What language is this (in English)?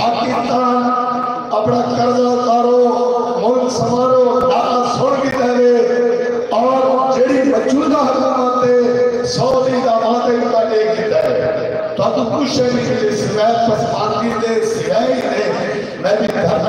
Saraiki